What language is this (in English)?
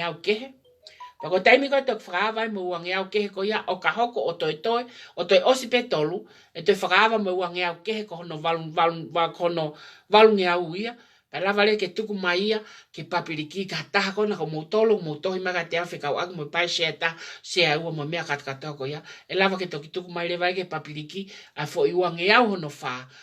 Tongan